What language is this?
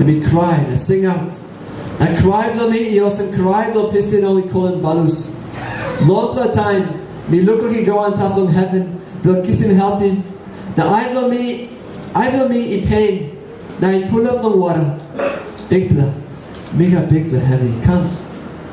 Tok Pisin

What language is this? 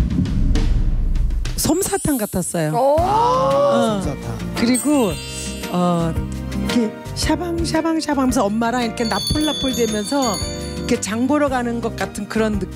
Korean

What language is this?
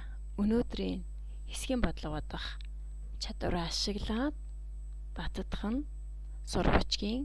Mongolian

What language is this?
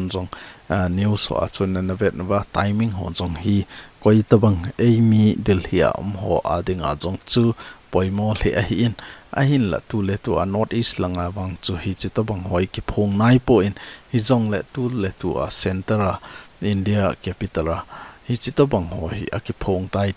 Thado Chin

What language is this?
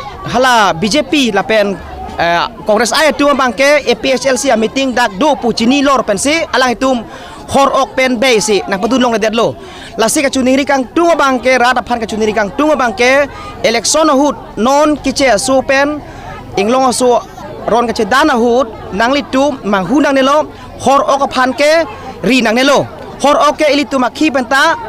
Karbi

